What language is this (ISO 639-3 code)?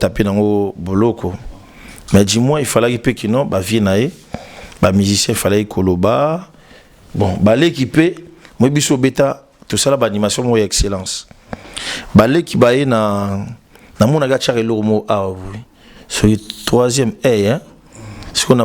lin